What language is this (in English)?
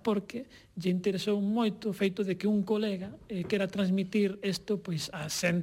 Galician